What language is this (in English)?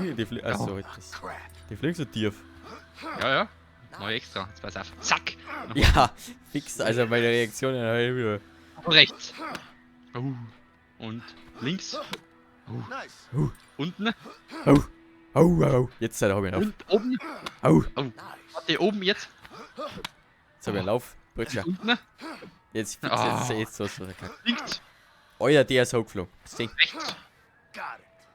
Bavarian